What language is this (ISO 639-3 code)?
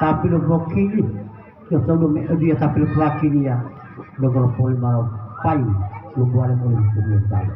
gor